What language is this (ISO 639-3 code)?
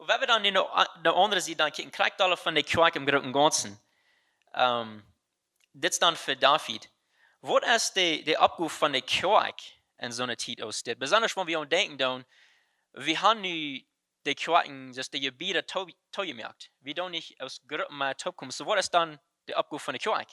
pdt